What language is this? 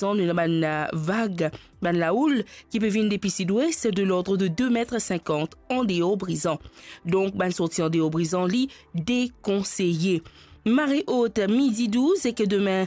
Morisyen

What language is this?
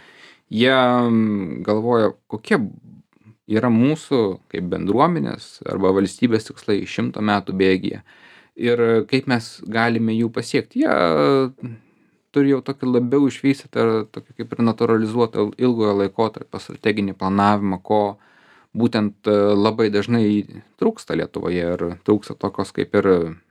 Lithuanian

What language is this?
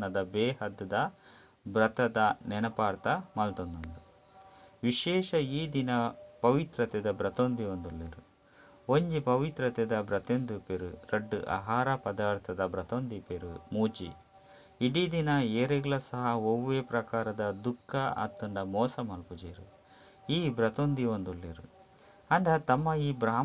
Tulu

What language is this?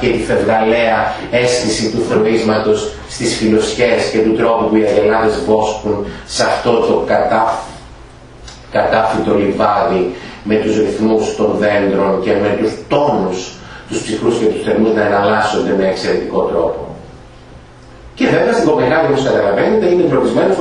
Greek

